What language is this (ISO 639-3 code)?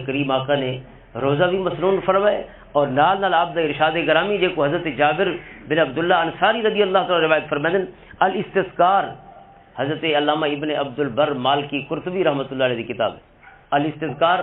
lah